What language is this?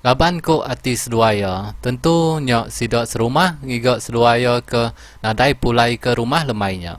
Iban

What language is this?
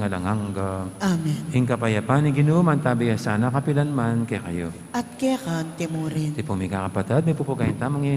Pampanga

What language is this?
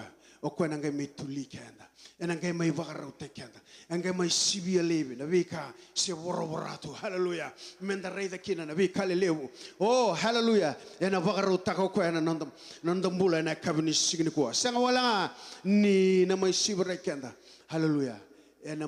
Fijian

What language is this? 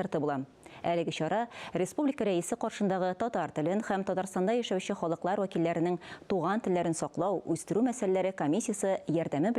Tatar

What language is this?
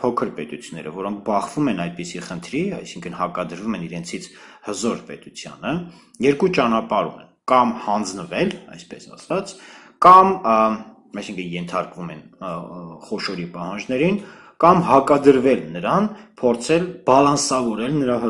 Armenian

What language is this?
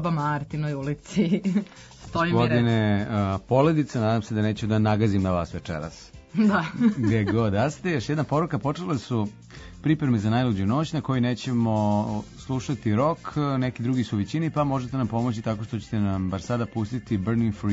Serbian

